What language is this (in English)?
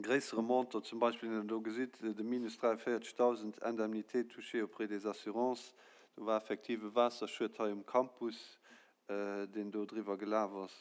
Luxembourgish